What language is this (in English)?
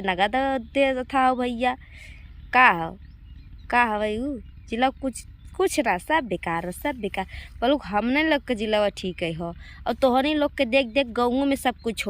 Bhojpuri